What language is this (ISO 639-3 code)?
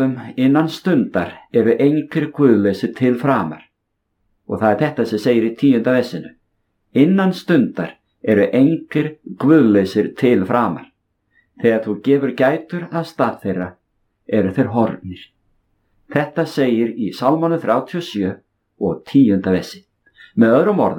isl